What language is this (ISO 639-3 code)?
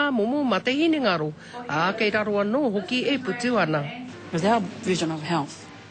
mri